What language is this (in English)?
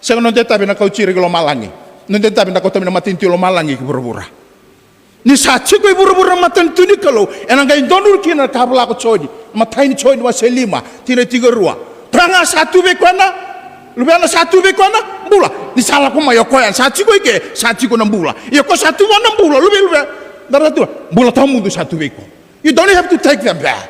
Fijian